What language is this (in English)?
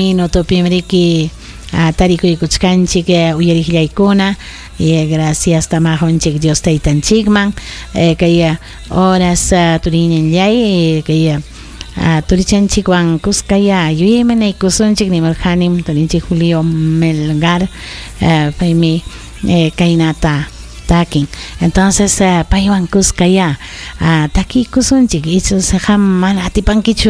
Ayacucho Quechua